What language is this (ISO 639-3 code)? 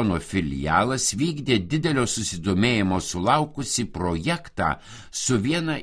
lit